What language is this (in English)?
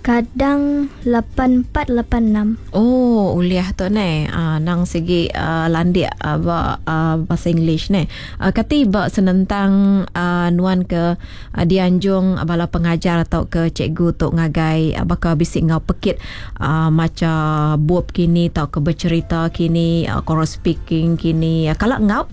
Iban